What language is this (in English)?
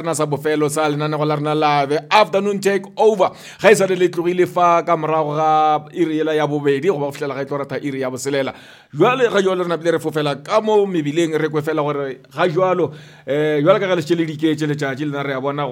Northern Sotho